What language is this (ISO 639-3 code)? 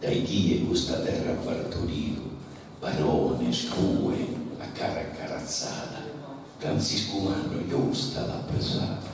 srd